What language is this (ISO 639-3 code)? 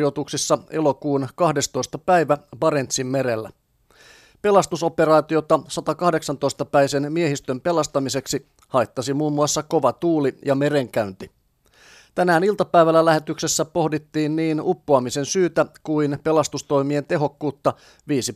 fin